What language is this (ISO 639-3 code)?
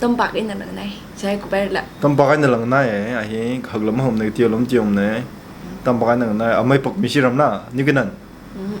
nmf